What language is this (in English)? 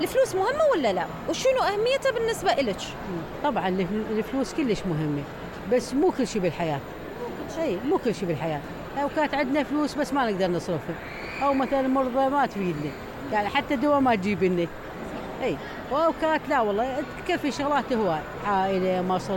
Mesopotamian Arabic